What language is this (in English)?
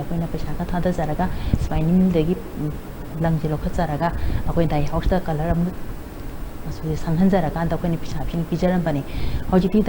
Manipuri